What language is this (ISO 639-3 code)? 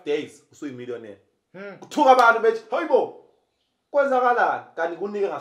zul